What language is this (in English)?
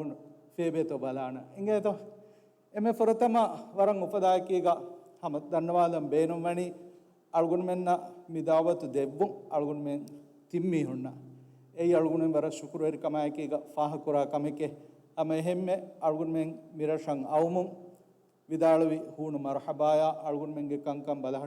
Divehi